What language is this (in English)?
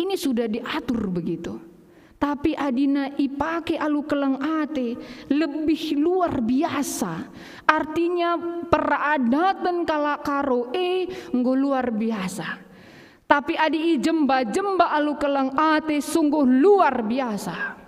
Batak Karo